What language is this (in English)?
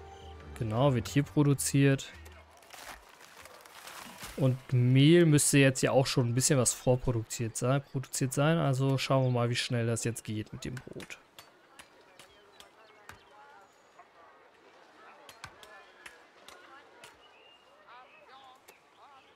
German